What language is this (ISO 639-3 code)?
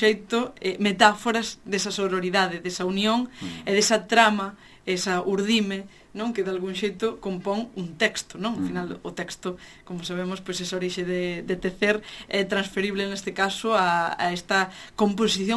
glg